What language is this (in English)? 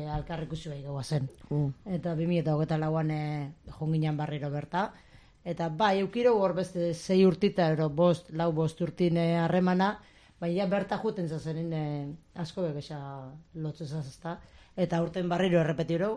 Basque